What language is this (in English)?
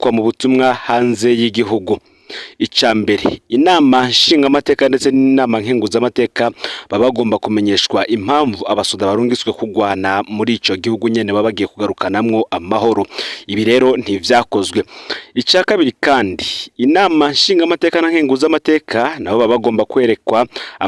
Rundi